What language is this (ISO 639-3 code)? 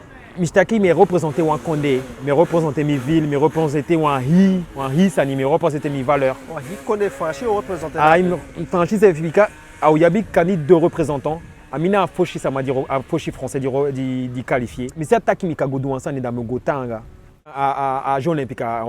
djk